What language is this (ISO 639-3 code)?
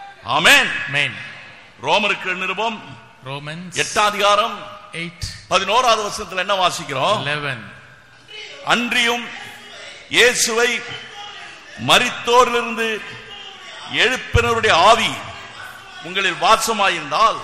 tam